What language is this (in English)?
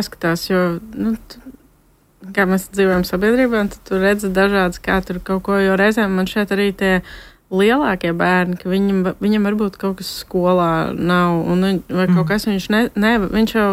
Latvian